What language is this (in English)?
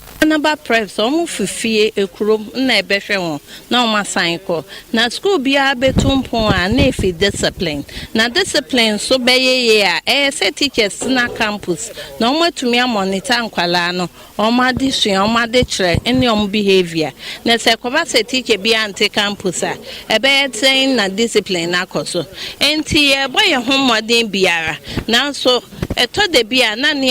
Akan